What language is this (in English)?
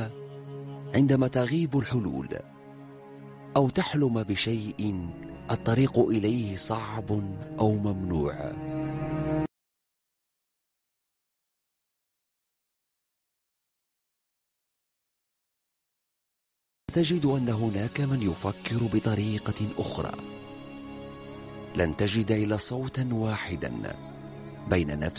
Arabic